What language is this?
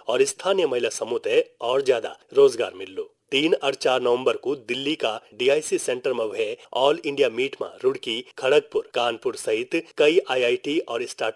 Garhwali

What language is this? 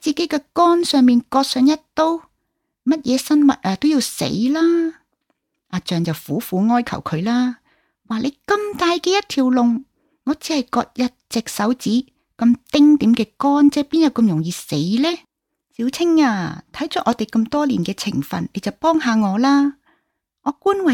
Cantonese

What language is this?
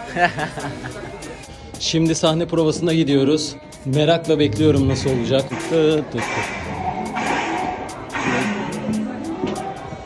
Turkish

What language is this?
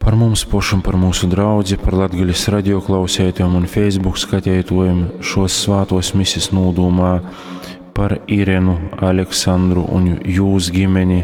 Latgalian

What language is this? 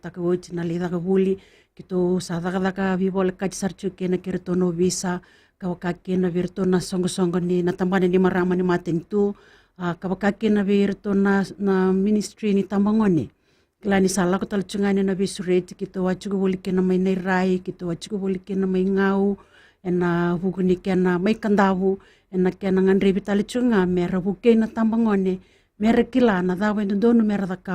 Fijian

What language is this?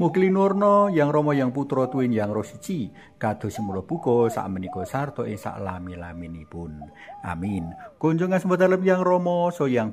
Javanese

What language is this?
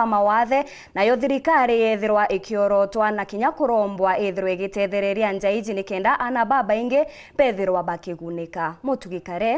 Meru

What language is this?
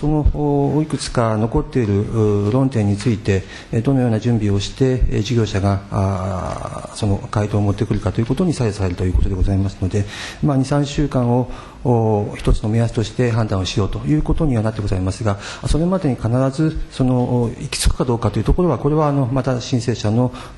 Japanese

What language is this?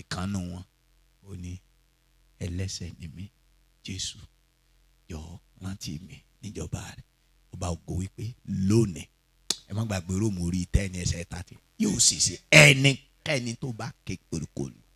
Yoruba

